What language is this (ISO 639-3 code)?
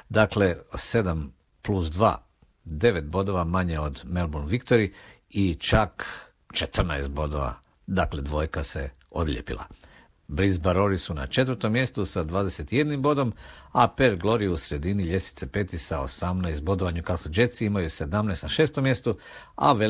hrv